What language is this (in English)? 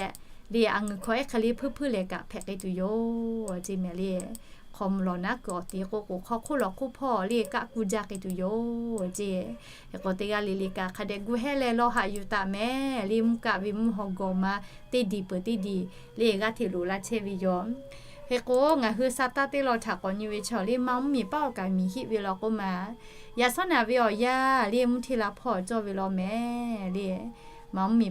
Lahu